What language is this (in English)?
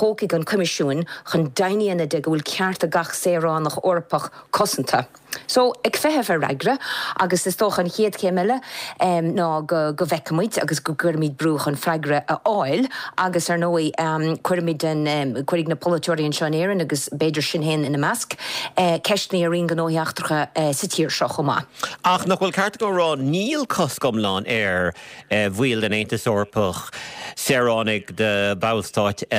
Irish